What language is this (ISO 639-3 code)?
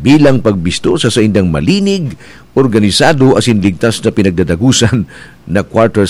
bik